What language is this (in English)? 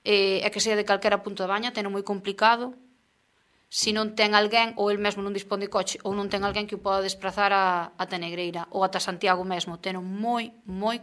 Galician